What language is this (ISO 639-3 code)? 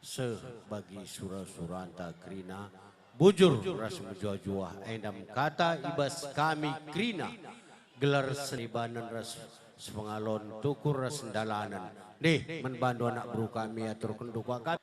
btx